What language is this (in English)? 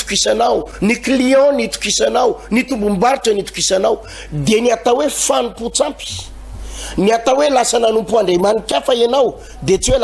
Malagasy